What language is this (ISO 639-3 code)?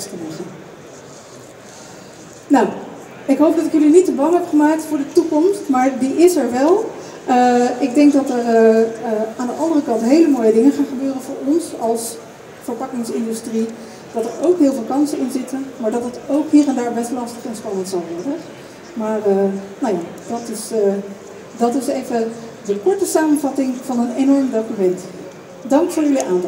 nld